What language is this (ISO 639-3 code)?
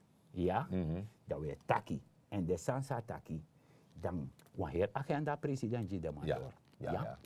srn